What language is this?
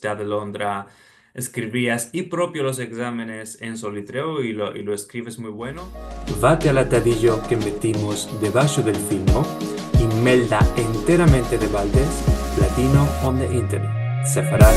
Ladino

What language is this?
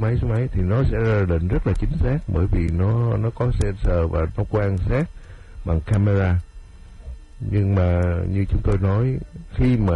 Vietnamese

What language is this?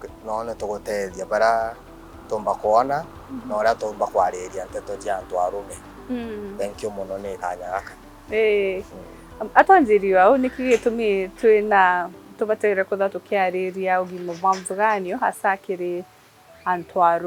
Meru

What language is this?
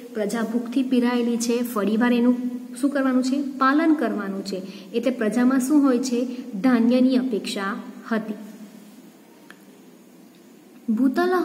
Gujarati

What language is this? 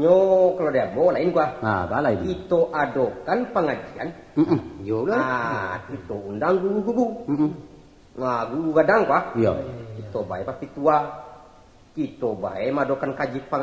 Minangkabau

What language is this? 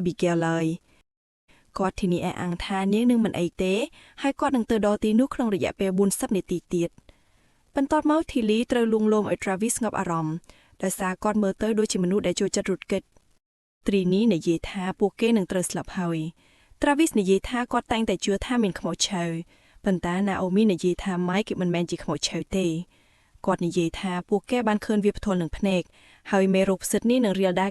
Khmer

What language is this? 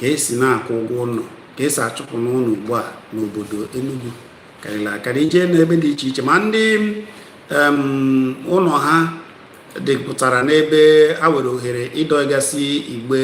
Igbo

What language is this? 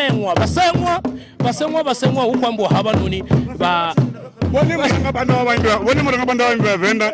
Venda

